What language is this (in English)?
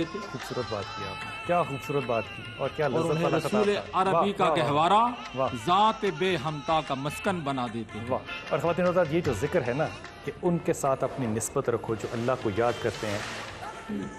Urdu